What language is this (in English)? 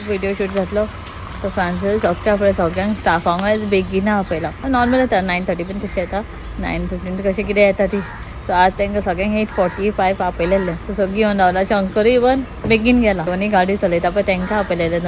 Konkani